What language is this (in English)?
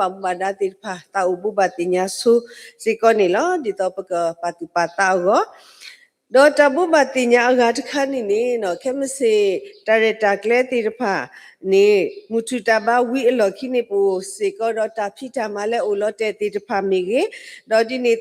S'gaw Karen